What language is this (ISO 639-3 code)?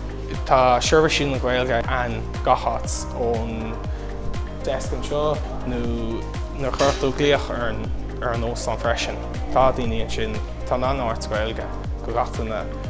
gle